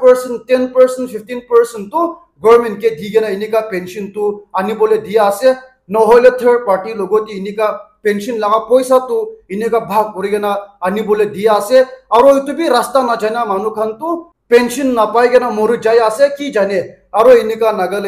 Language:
Naga Pidgin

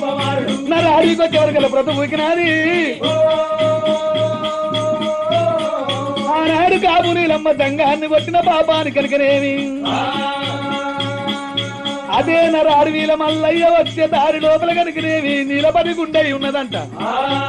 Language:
Telugu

